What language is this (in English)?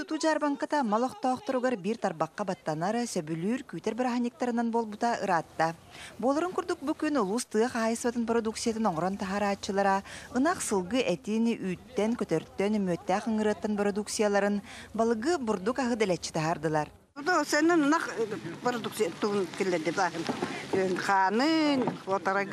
Yakut